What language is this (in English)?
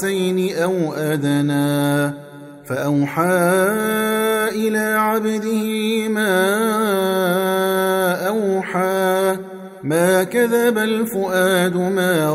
Arabic